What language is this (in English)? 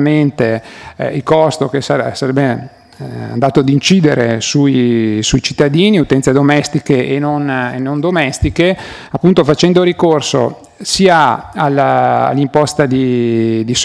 Italian